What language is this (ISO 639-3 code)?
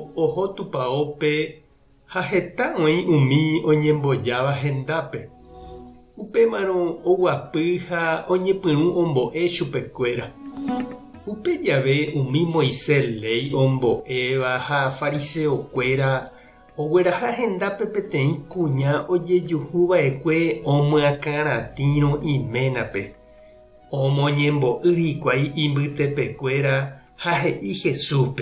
grn